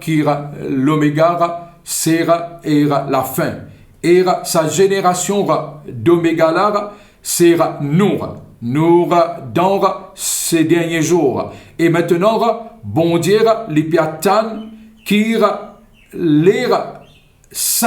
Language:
Morisyen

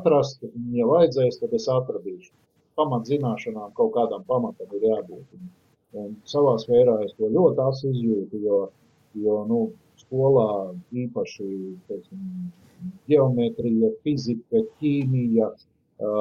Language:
Latvian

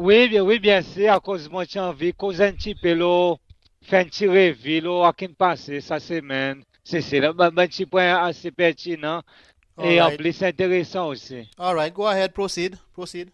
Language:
Seselwa Creole French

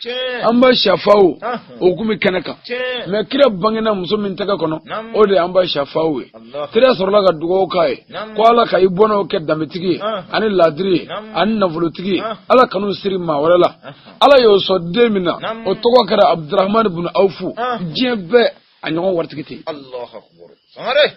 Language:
Bambara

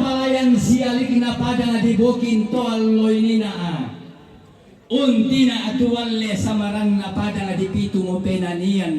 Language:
Toraja-Sa'dan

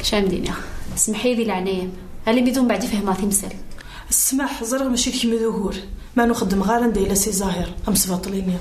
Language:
Kabyle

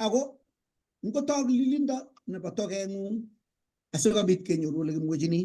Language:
Kalenjin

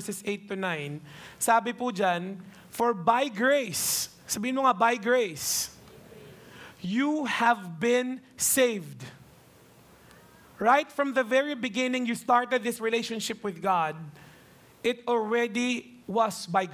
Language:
Filipino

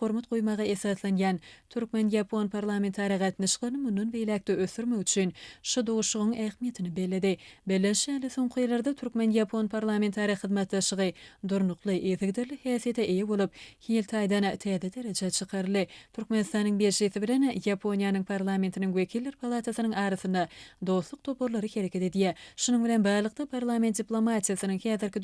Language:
Turkmen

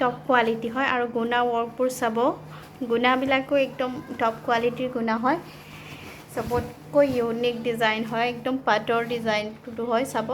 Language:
Assamese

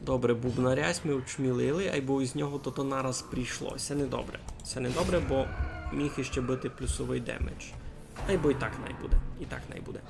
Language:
Rusyn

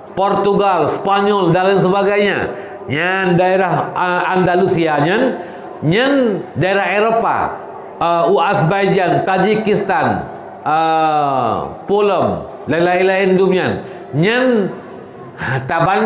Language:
Achinese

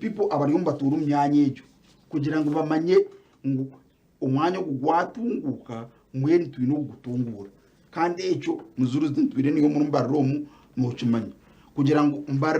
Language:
Nyankole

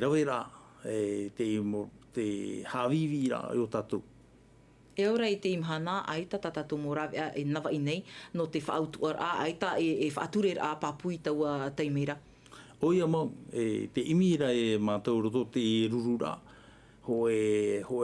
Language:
Tahitian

